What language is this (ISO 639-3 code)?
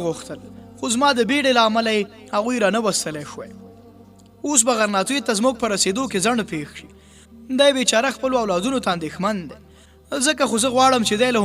pus